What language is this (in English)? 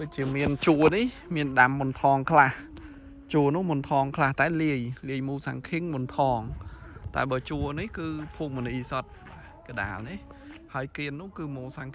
Khmer